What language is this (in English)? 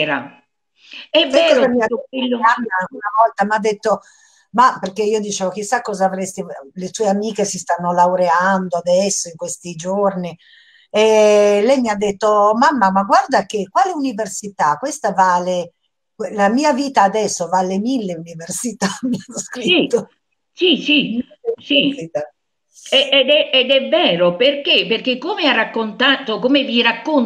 Italian